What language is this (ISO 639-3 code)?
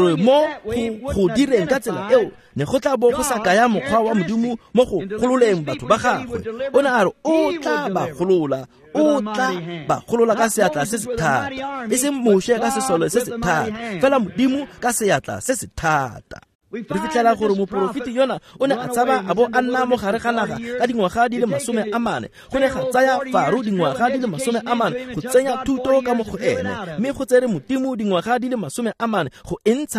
tsn